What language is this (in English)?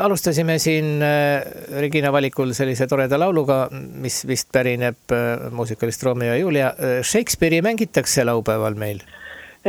Estonian